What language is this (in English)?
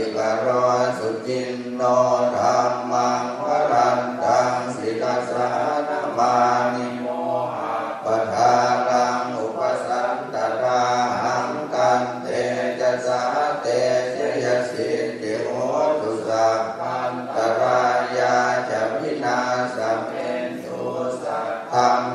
Pali